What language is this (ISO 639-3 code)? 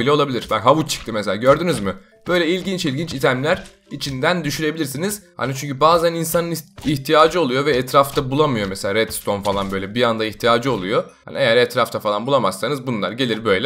tur